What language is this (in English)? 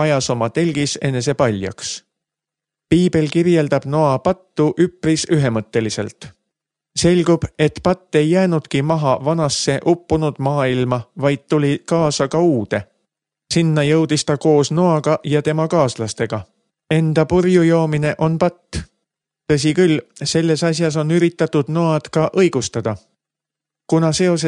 Estonian